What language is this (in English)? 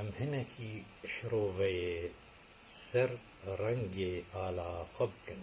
Kurdish